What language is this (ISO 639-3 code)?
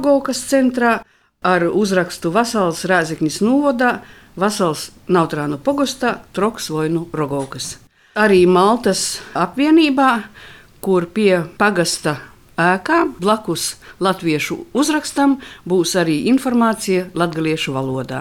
lav